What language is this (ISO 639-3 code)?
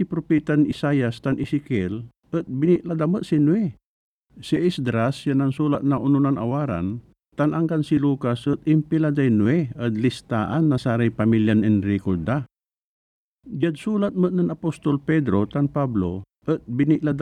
pag